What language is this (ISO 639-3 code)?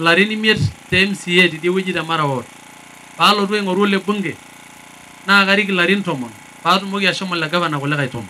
mas